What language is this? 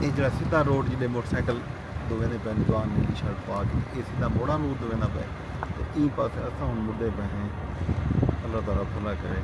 Saraiki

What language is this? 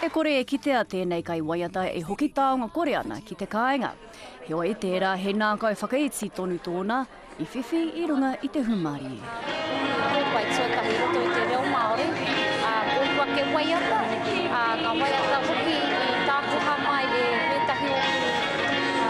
Māori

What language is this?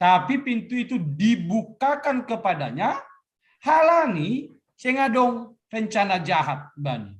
Batak Simalungun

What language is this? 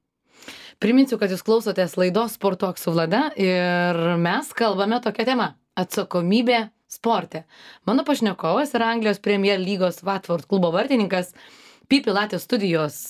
Lithuanian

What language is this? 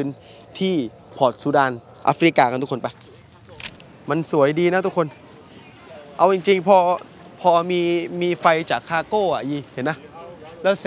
Thai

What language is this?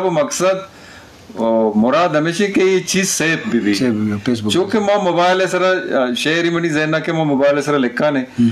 Eastern Balochi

